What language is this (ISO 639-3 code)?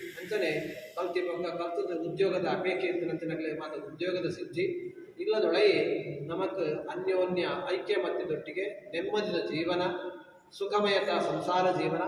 tcy